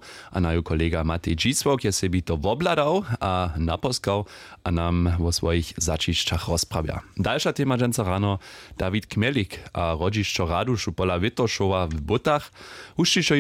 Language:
Upper Sorbian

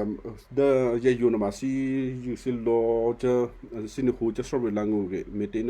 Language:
Western Kayah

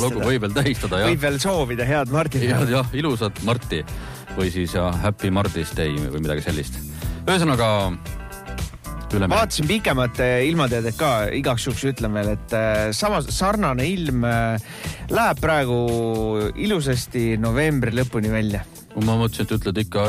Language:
Estonian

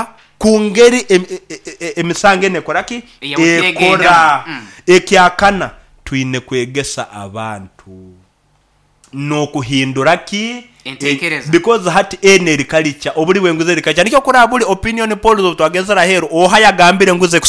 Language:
Nyankole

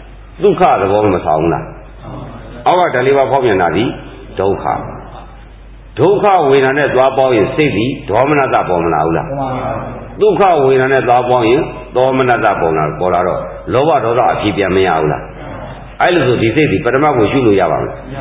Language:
Burmese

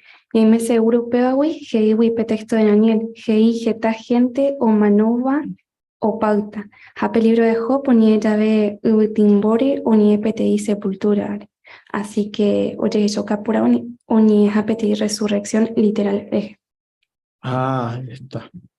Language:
Guarani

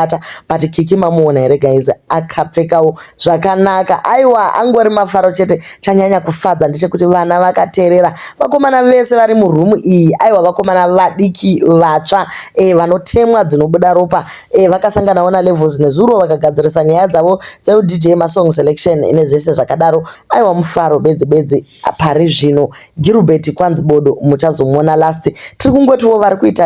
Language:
Shona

